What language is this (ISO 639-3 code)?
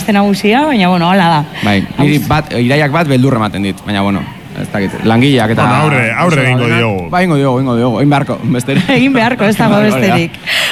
eus